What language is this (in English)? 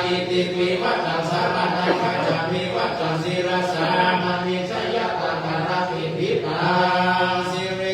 Pali